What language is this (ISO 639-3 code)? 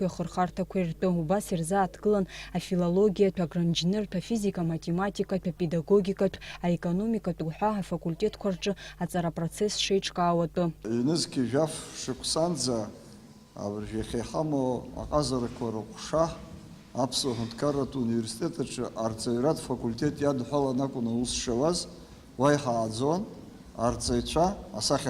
abk